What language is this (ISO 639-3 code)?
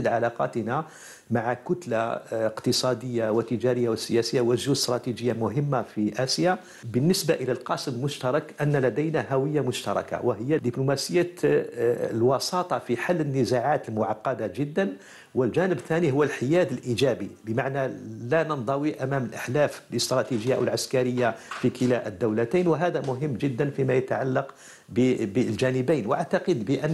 ara